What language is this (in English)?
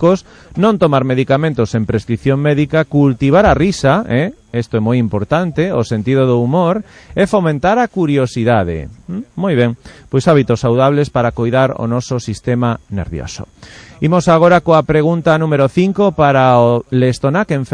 Galician